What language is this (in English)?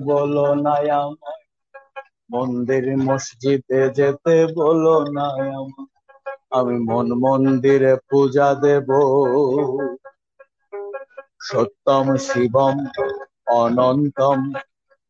Bangla